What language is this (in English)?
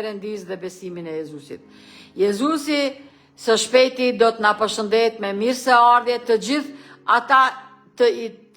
Albanian